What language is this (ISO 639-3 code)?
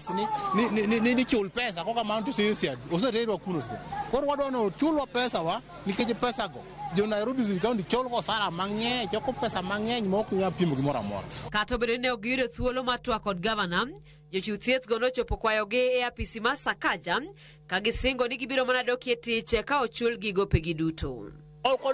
luo